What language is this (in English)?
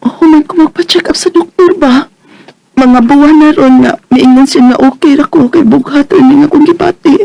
Cebuano